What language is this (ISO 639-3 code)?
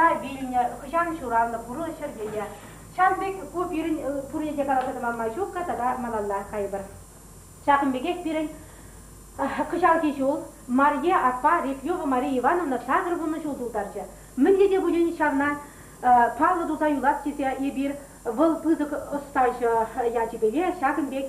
chv